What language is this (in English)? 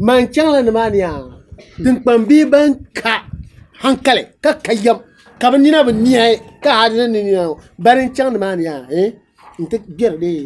Dagbani